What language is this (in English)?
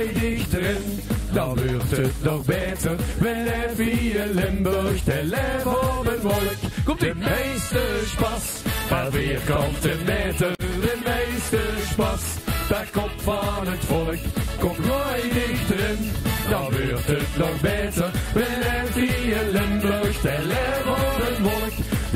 Limburgish